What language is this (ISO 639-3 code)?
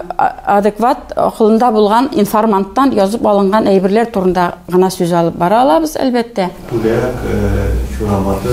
tat